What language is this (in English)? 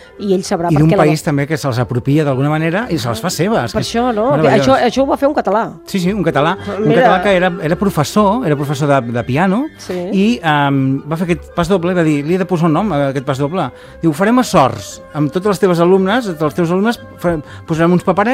Catalan